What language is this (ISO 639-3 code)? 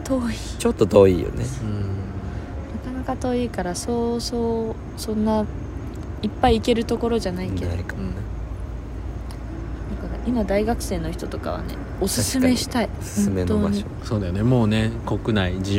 jpn